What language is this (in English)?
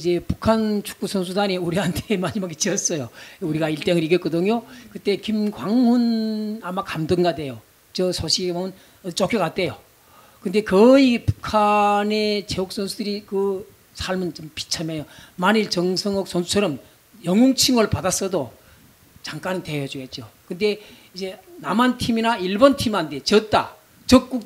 Korean